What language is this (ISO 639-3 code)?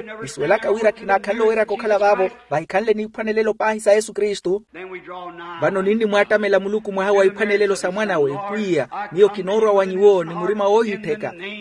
vmw